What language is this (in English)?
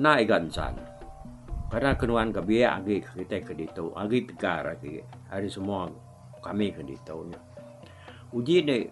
Iban